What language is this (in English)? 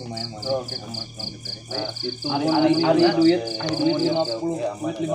Sundanese